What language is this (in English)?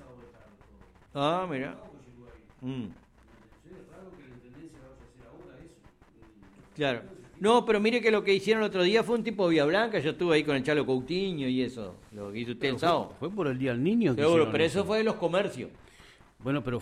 Spanish